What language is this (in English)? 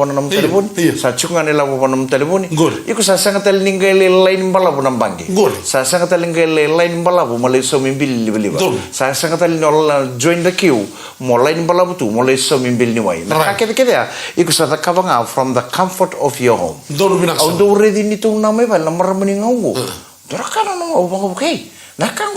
Fijian